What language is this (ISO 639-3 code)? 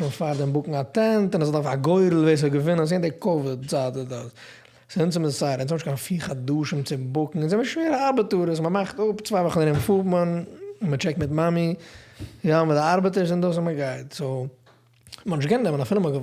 yid